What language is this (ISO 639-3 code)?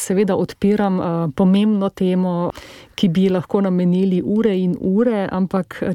slv